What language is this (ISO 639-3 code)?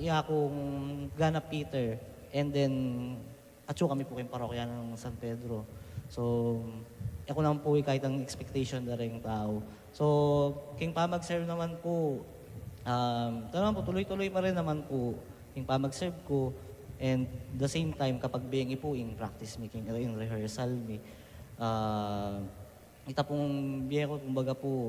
pam